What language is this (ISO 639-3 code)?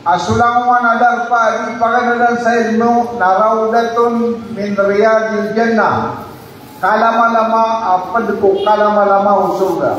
mrw